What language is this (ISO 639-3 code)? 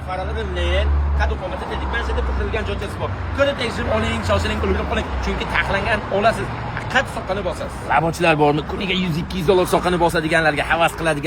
uzb